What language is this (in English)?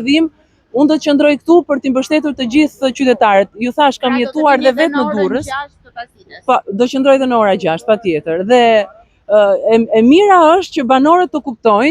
Albanian